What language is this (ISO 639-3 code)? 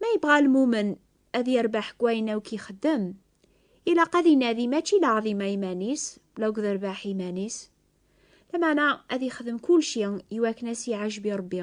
kab